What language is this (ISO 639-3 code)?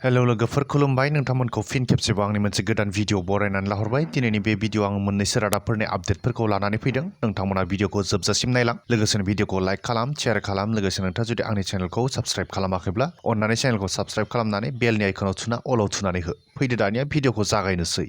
brx